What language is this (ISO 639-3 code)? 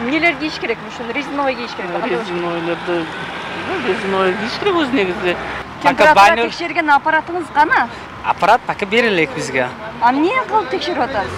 kir